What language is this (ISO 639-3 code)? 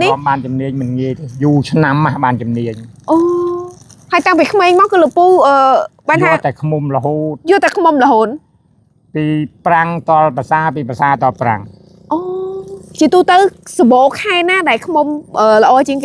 khm